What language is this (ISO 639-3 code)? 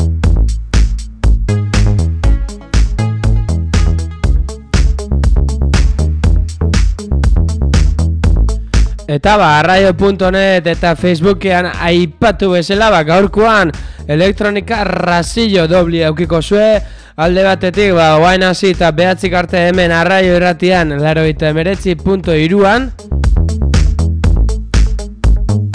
eus